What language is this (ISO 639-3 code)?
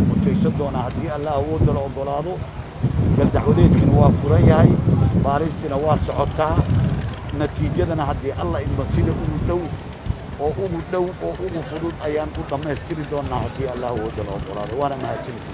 som